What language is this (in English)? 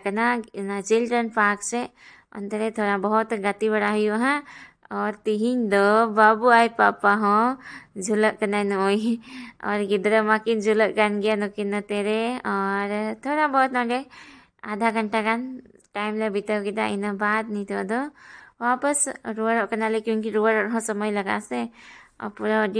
Santali